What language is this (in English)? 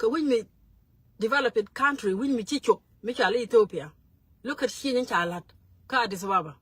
Nuer